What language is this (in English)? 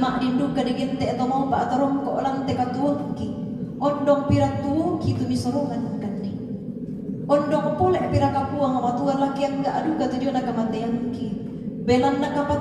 Toraja-Sa'dan